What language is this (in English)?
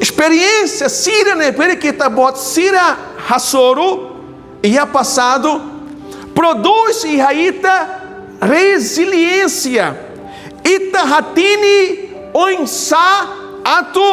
Tetum